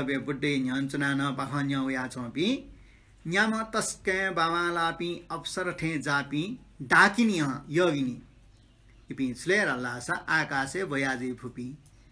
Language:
Newari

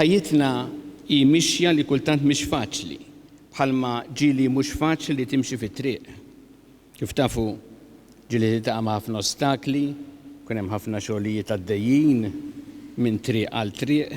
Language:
Maltese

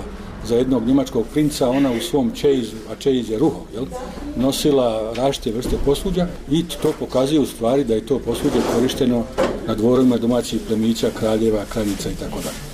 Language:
Bosnian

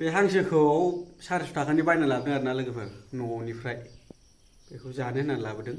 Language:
Bodo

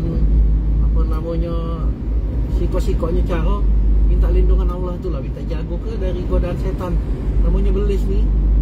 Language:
Malay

